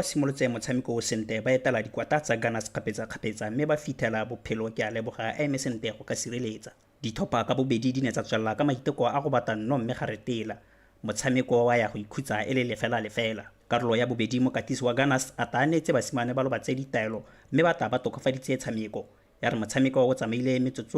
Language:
Tswana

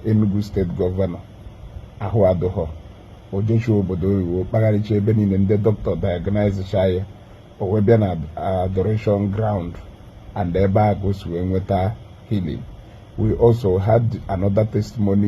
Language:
Igbo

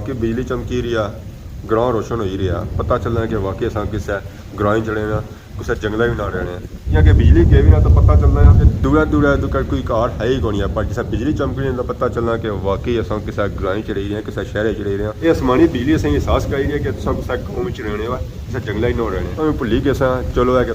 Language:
Pahari-Potwari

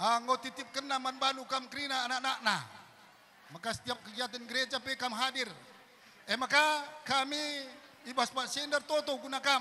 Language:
Batak Karo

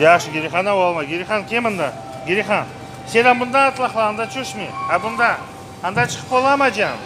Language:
Crimean Tatar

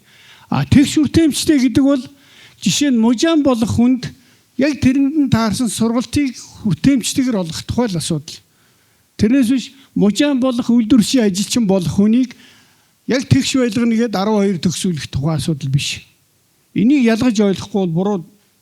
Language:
Mongolian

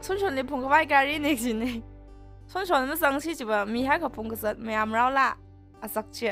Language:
Tangkhul Naga (India)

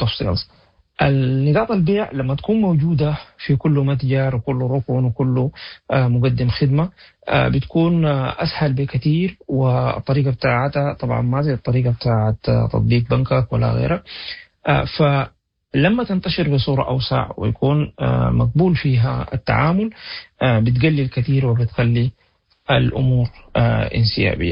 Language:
Sudanese Arabic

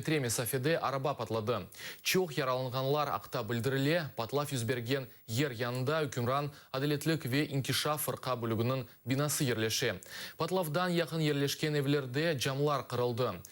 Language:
Crimean Tatar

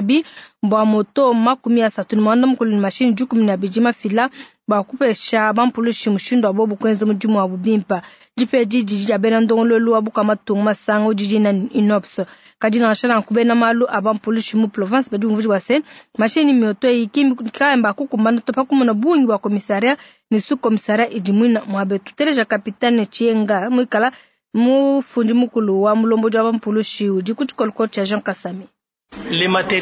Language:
Luba-Lulua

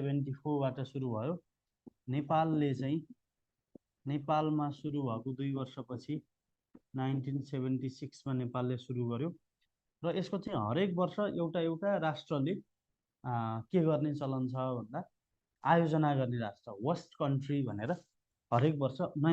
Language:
Nepali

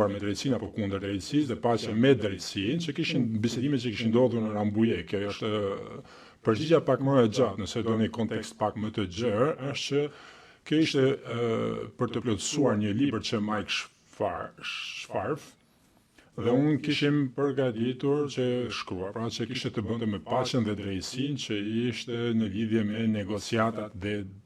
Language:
Albanian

